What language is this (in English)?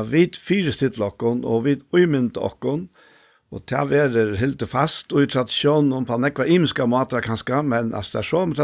Faroese